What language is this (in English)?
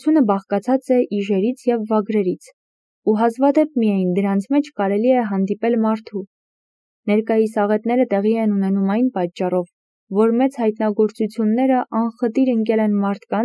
Armenian